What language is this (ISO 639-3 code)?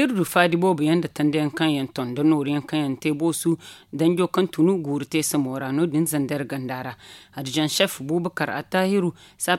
dje